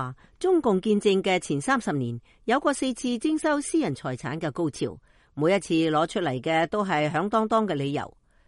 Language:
Cantonese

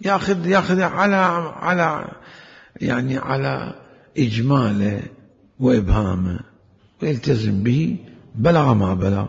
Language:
Mesopotamian Arabic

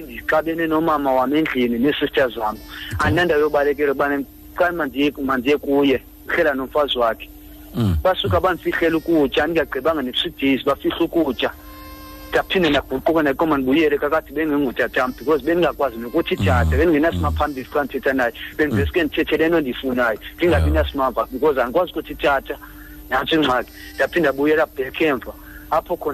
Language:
Xhosa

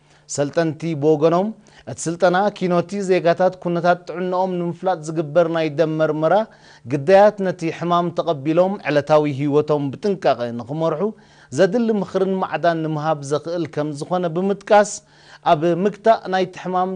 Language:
Tigrinya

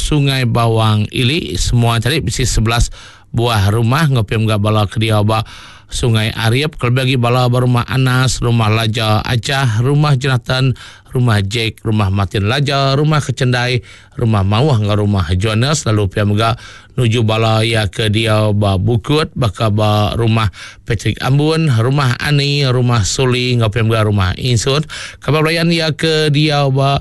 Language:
Iban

